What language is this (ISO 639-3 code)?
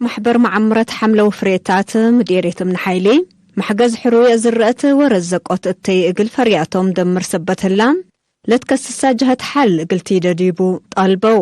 tig